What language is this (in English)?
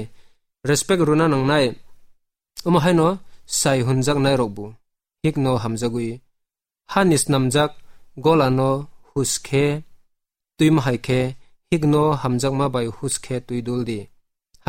Kok Borok